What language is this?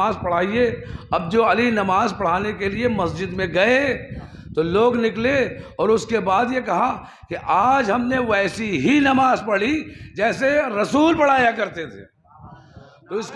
Urdu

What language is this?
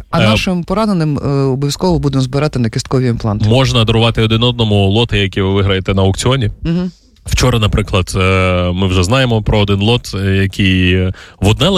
Ukrainian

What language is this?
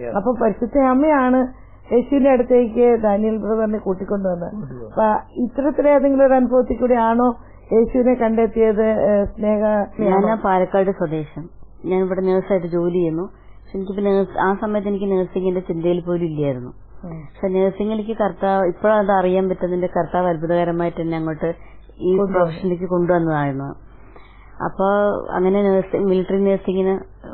Malayalam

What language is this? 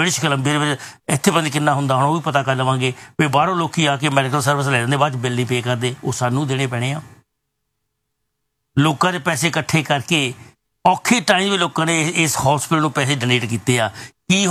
Punjabi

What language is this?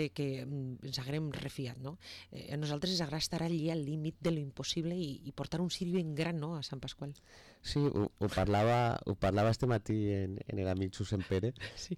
Catalan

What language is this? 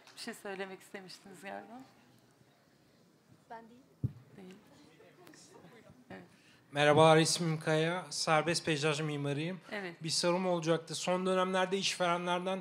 Turkish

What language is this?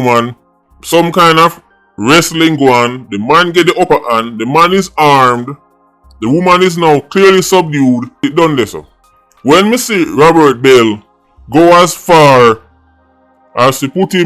Jamaican Creole English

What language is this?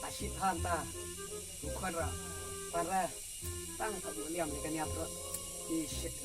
Khasi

